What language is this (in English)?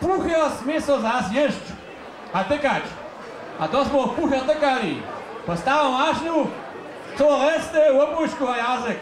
Upper Sorbian